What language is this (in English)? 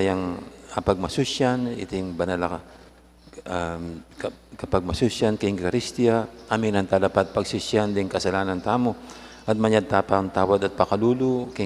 Pampanga